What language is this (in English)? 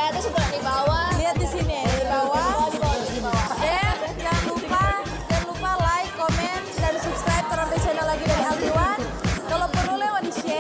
Manado Malay